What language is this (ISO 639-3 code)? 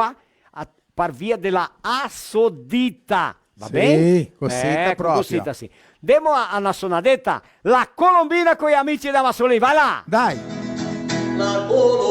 vec